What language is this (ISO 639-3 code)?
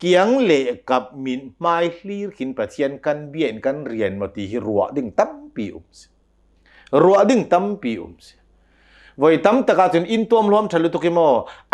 cnh